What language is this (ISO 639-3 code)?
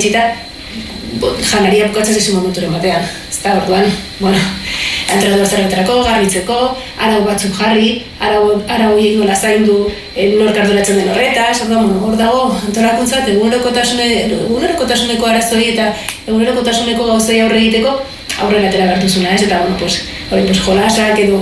eus